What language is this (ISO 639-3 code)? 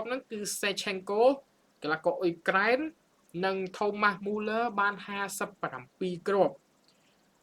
khm